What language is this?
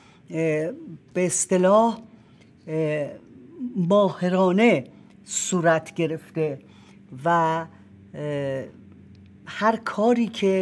Persian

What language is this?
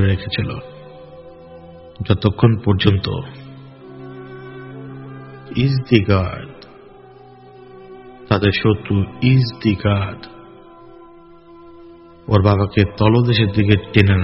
Bangla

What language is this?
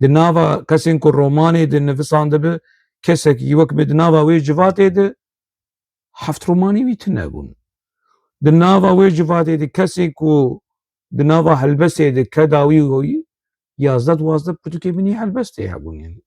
Kurdish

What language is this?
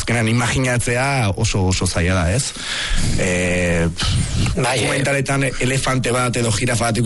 Basque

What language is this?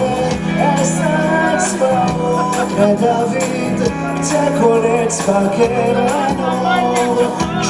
Hebrew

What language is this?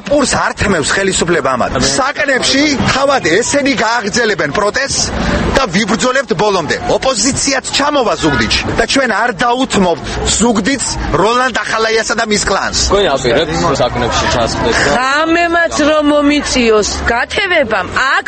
Georgian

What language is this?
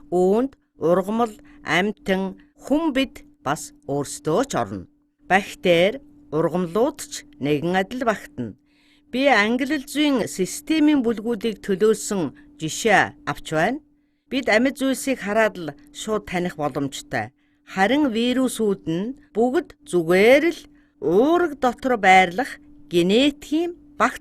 Mongolian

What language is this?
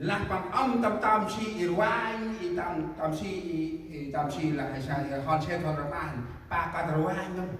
Central Mnong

